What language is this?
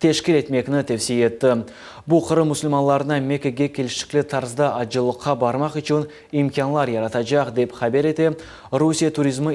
Crimean Tatar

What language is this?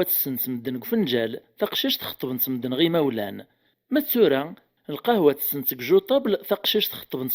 Kabyle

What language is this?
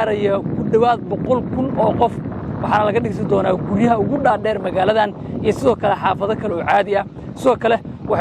Somali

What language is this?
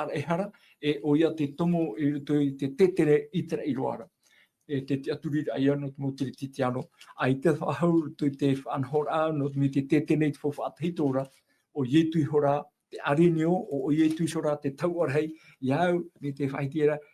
Tahitian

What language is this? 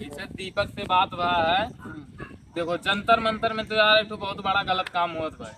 Awadhi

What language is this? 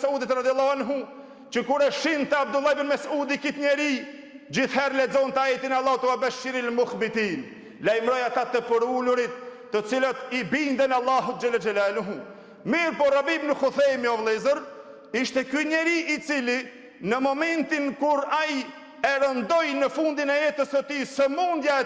Albanian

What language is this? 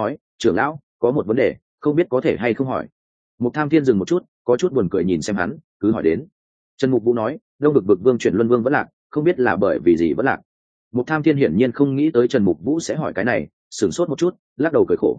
Vietnamese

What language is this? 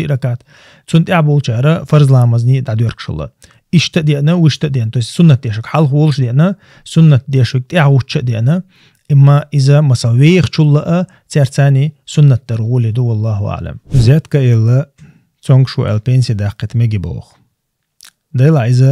Chechen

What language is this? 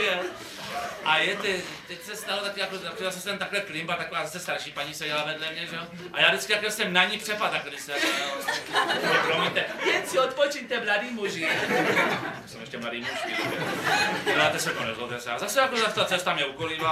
Czech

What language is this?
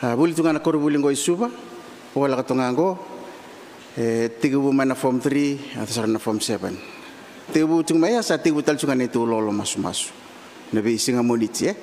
Fijian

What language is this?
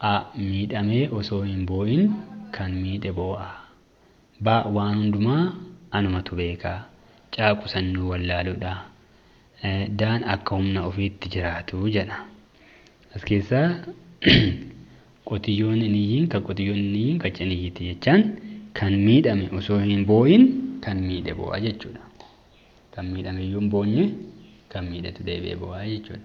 Oromo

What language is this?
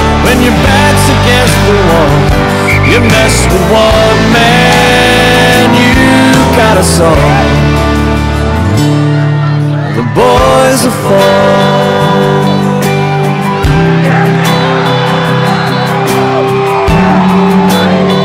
English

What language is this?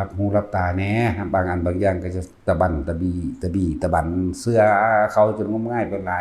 Northeastern Thai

